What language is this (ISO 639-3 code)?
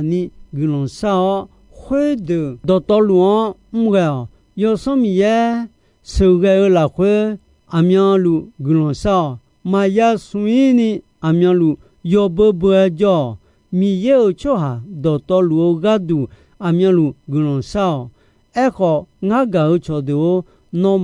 ahk